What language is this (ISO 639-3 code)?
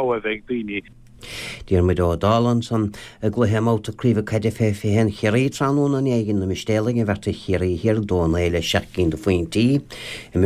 gle